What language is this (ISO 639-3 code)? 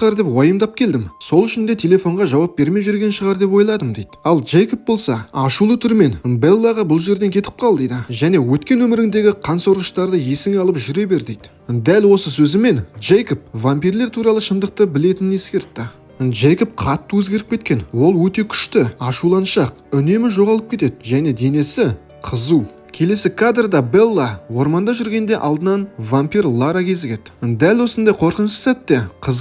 kaz